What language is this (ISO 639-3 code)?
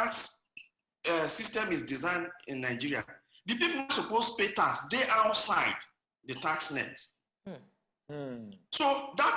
pcm